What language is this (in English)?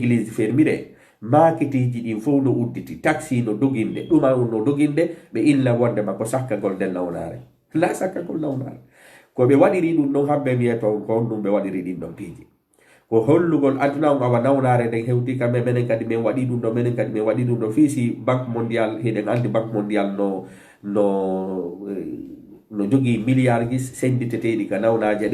Fula